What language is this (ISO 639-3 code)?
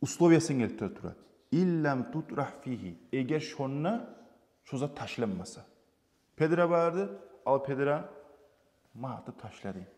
kum